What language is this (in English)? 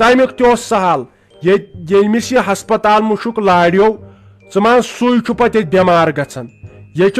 Kashmiri